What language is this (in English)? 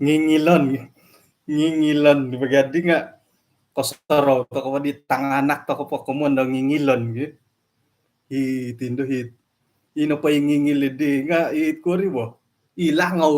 Central Dusun